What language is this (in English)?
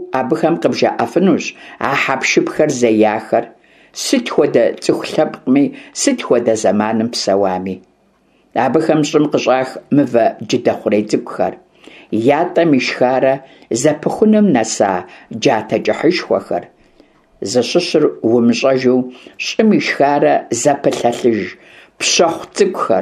Kabardian